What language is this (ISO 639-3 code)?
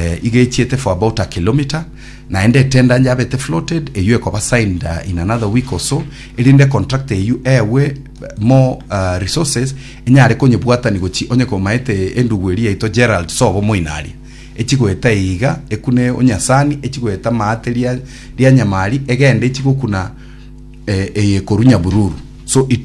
guz